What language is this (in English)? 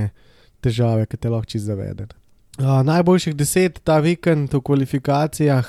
Slovenian